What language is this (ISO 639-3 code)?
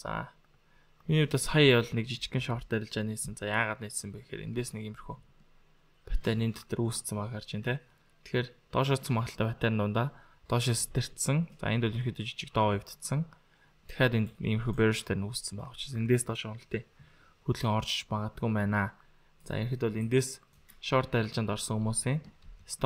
mon